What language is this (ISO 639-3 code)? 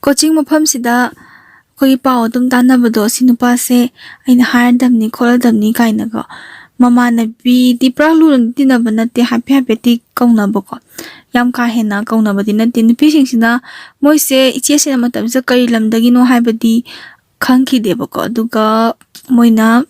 mni